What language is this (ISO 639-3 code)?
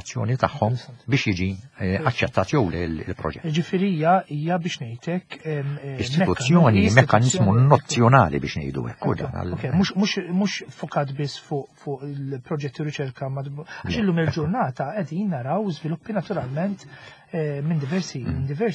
mlt